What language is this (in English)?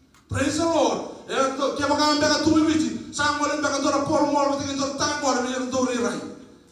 Fijian